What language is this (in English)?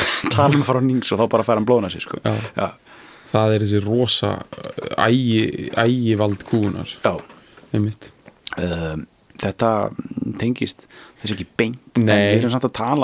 Icelandic